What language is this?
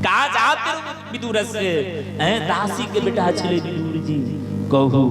Maithili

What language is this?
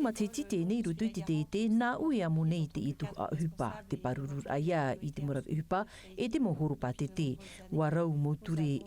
Tahitian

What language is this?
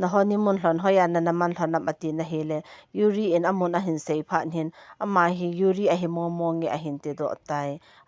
Thado Chin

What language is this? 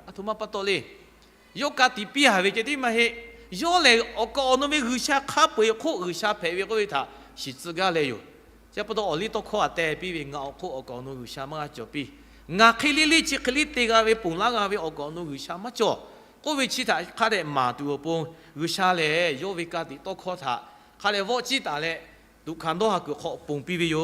Lahu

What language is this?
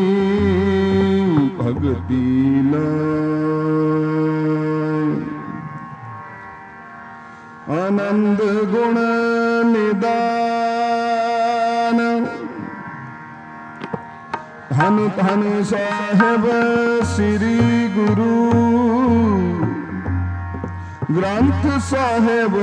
Punjabi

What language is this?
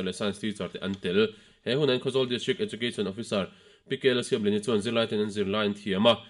Mizo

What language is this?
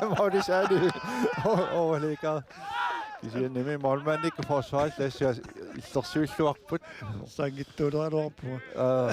Kalaallisut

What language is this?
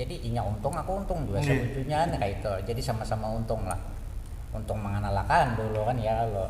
Banjar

